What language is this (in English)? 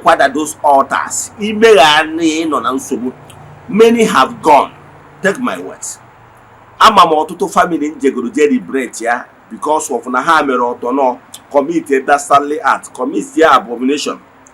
Igbo